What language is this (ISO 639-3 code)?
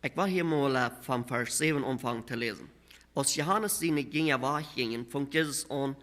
pdt